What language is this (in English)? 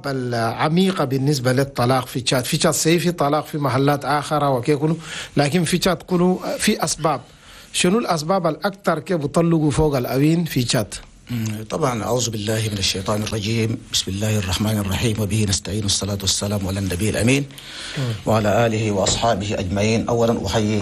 Chadian Arabic